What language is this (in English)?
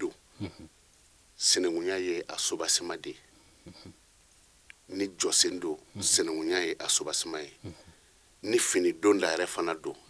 Bambara